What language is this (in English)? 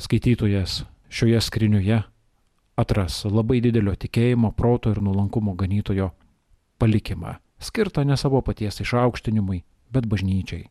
Lithuanian